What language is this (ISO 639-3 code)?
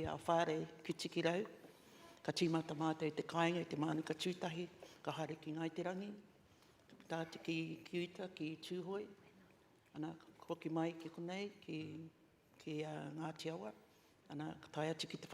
mri